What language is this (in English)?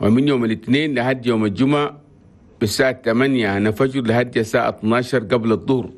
Chadian Arabic